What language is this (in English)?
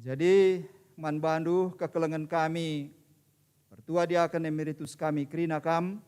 Batak Karo